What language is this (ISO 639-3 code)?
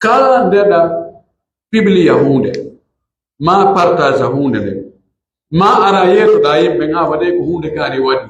fuf